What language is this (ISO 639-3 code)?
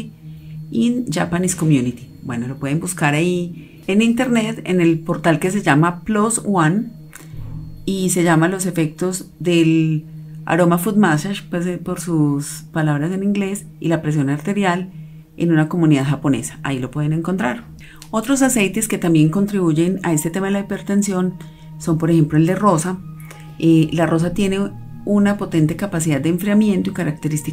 spa